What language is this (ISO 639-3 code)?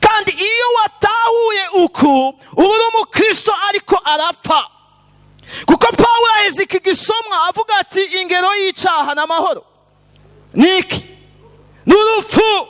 run